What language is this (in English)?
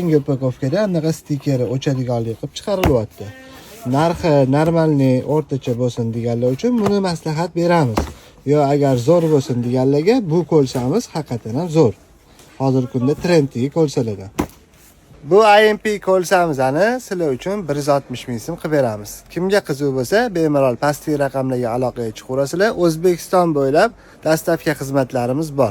Uzbek